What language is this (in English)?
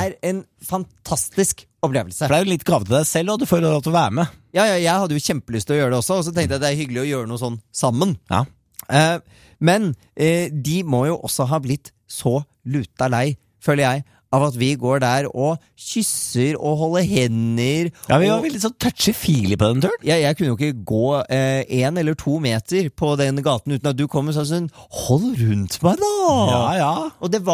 Norwegian